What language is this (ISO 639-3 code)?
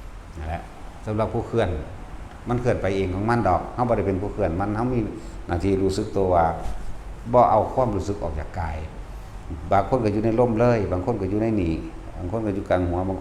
lao